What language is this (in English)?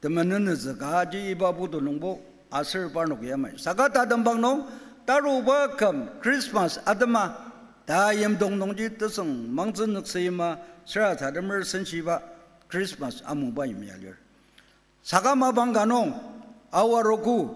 Ao Naga